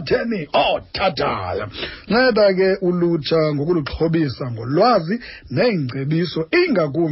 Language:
Xhosa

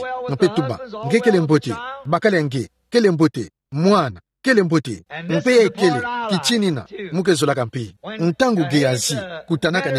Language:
Kituba (Democratic Republic of Congo)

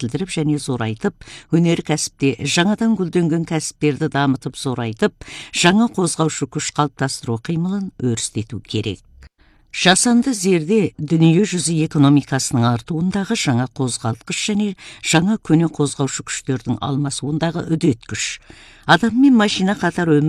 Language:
Kazakh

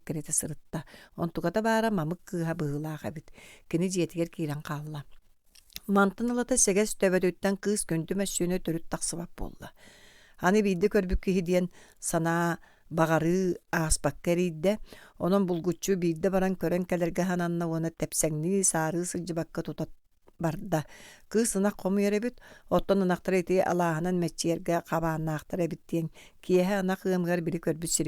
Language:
Yakut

